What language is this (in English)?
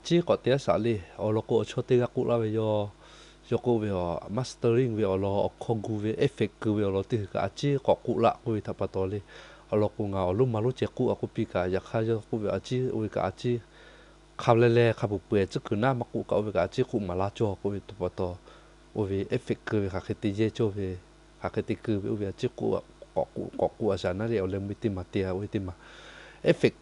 Lahu